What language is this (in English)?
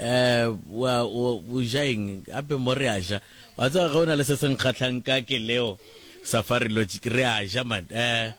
Northern Sotho